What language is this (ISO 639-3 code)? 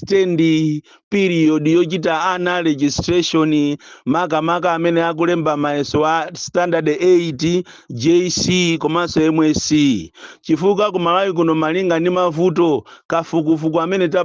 nya